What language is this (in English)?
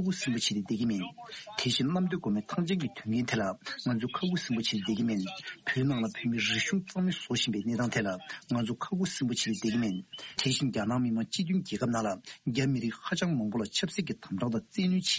Tibetan